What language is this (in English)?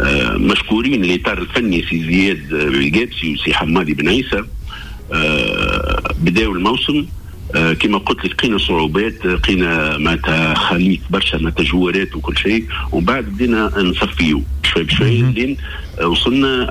Tunisian Arabic